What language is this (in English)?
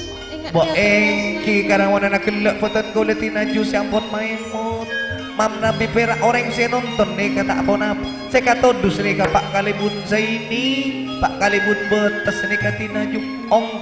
Madurese